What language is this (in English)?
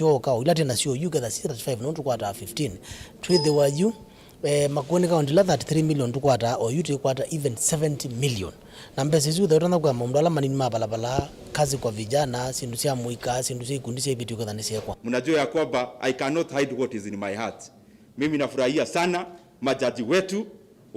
Kamba